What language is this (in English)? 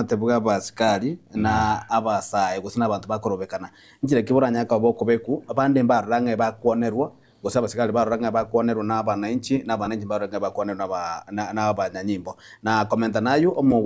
Gusii